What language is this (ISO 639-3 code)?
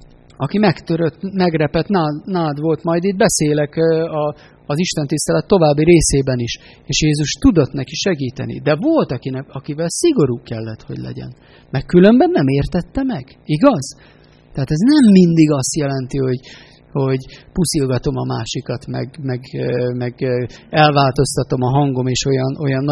hun